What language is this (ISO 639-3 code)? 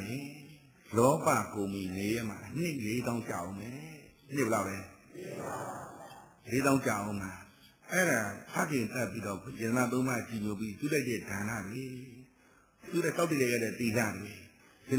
mya